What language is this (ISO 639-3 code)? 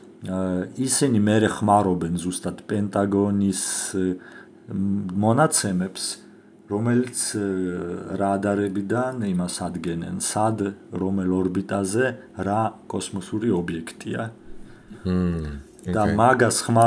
kat